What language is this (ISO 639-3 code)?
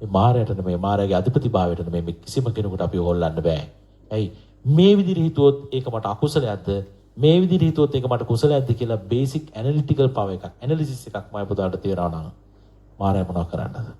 sin